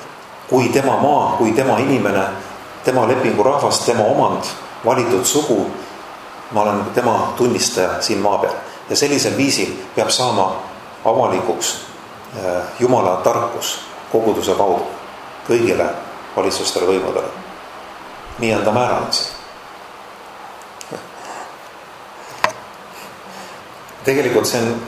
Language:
Estonian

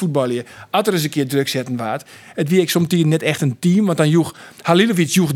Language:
Western Frisian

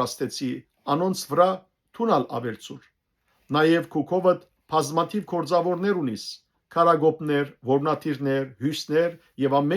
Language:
Western Armenian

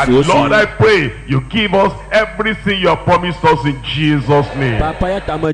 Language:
Ewe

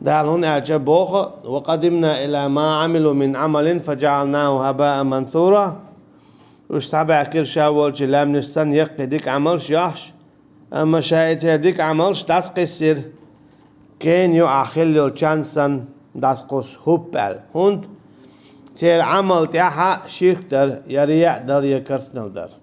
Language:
Chechen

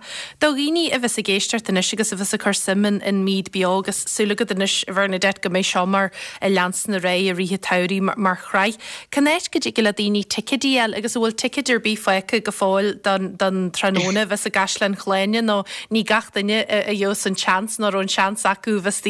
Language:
Irish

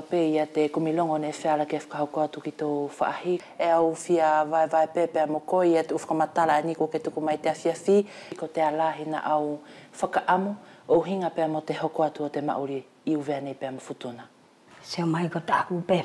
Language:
Wallisian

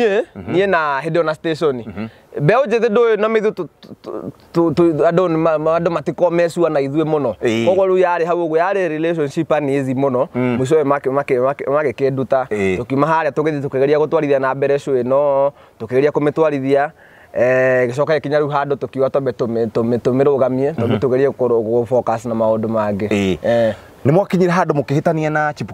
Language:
Kikuyu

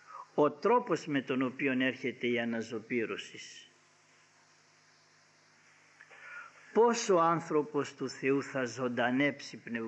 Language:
Greek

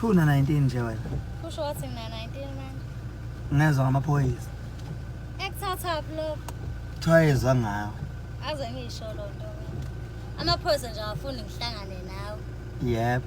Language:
Zulu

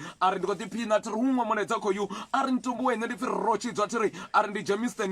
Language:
Venda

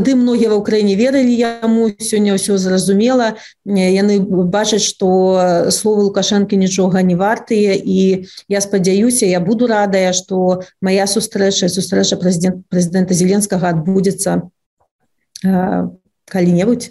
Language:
Belarusian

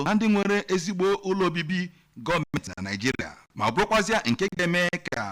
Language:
Igbo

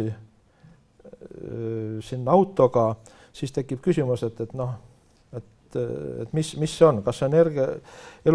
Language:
Estonian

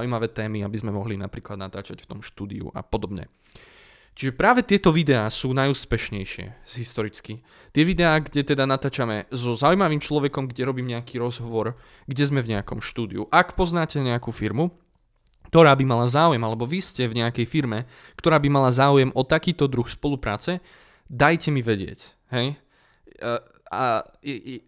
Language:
Slovak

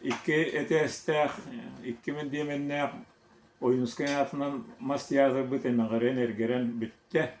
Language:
Yakut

